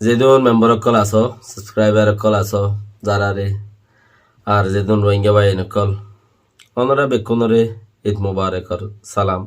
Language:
Rohingya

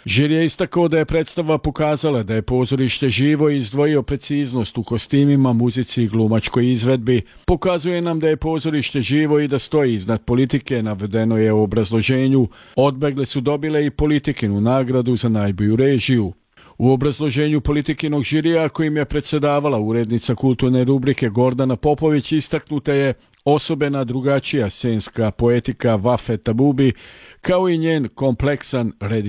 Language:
Serbian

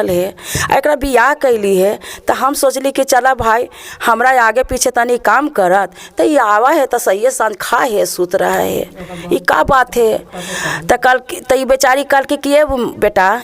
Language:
Magahi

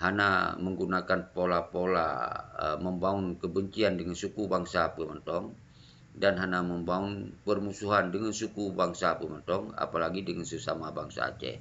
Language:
Achinese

